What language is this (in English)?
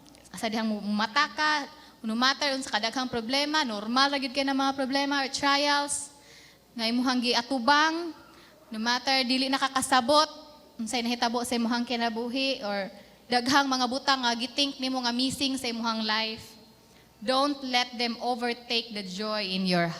Cebuano